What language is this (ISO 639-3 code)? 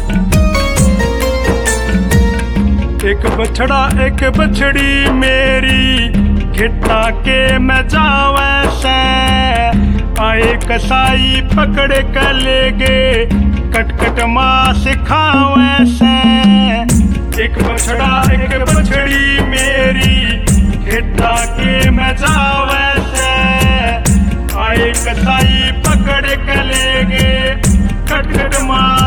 bgc